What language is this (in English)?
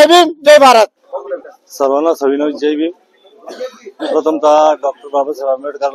Marathi